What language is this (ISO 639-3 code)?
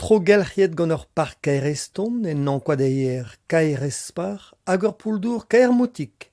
bre